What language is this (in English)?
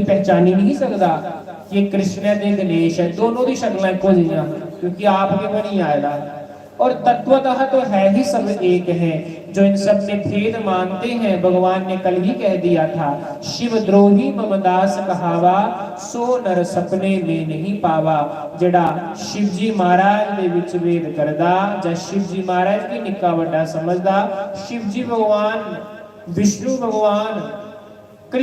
Dogri